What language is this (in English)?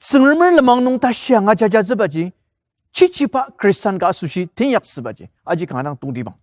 Ao Naga